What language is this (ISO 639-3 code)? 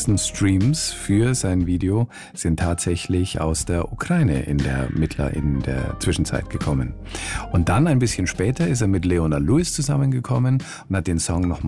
deu